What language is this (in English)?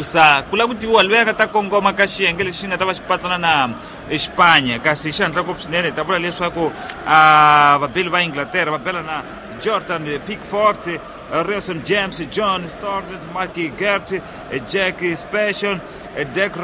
Tsonga